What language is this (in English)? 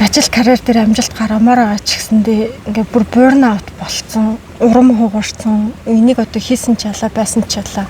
Mongolian